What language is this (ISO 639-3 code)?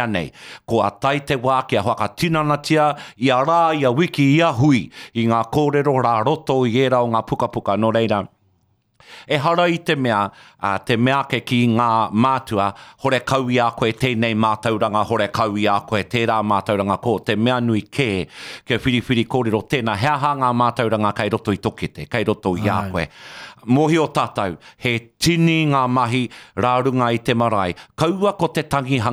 mri